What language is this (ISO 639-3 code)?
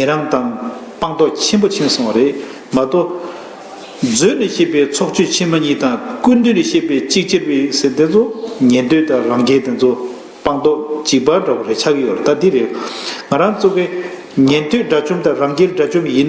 bod